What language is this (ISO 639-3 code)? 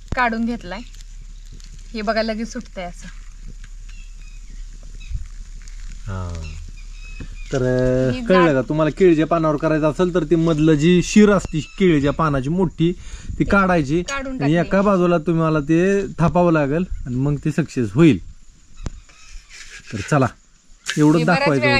mar